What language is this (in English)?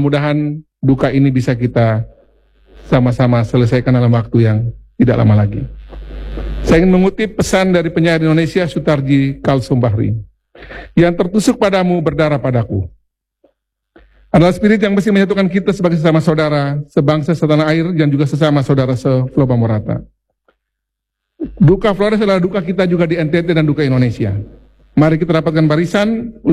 Indonesian